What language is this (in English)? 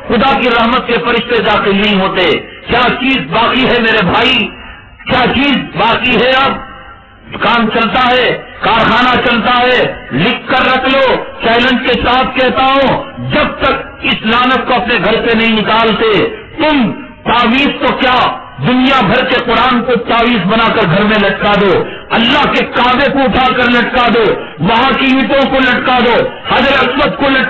Urdu